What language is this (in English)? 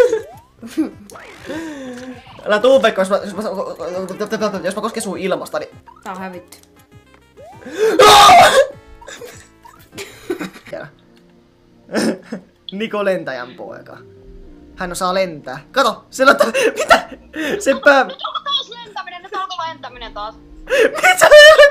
Finnish